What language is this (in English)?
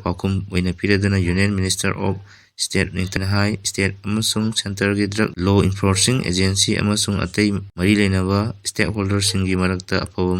Manipuri